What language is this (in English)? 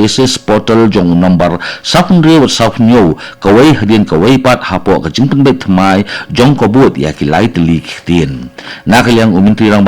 Khasi